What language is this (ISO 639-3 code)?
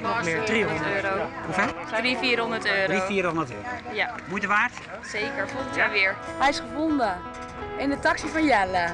fry